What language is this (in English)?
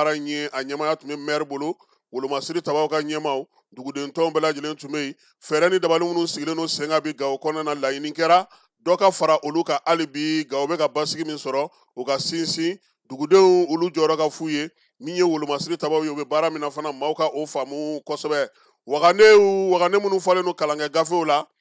Bambara